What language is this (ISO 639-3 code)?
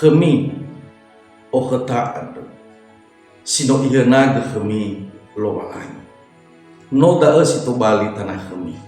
nia